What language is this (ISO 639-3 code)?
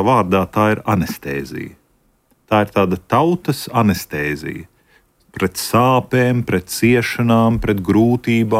lav